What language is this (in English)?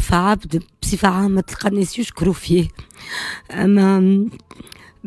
Tunisian Arabic